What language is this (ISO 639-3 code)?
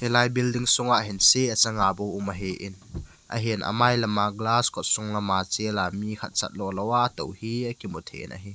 tcz